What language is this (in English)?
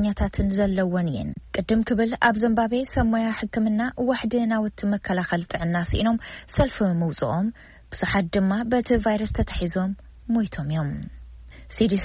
Tigrinya